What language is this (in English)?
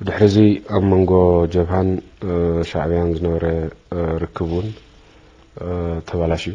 Tigrinya